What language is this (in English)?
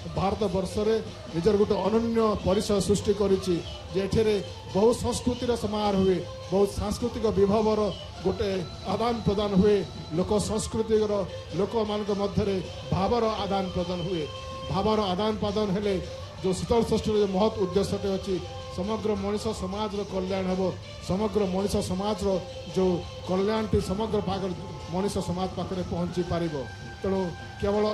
Odia